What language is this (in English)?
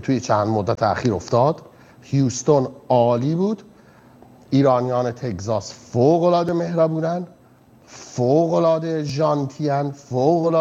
Persian